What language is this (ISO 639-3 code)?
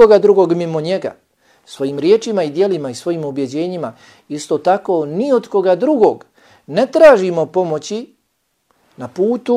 bos